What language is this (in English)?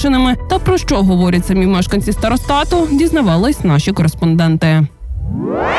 Ukrainian